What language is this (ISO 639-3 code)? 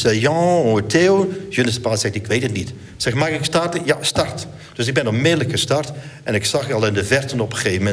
nld